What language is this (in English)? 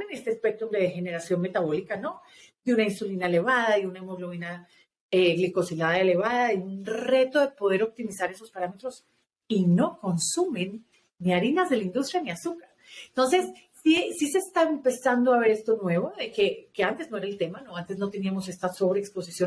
Spanish